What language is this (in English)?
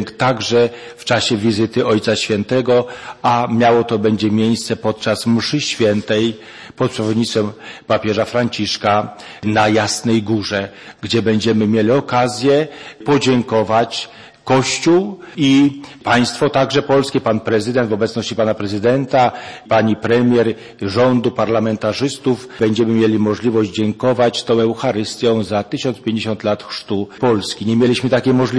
Polish